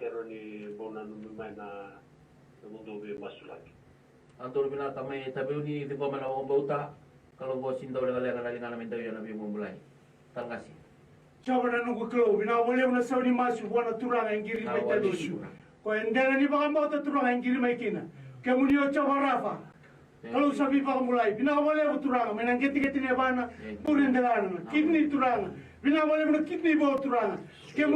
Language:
Fijian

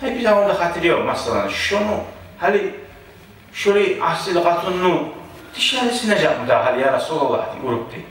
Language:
Kumyk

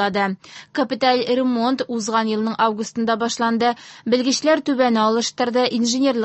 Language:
Tatar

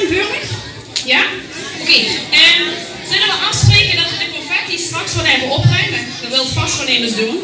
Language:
Limburgish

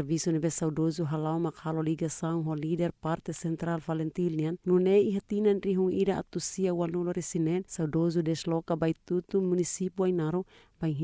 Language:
Tetum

